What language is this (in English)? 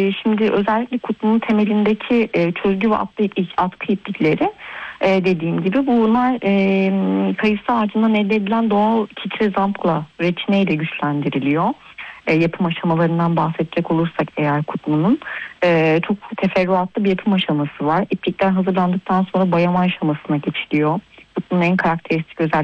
Turkish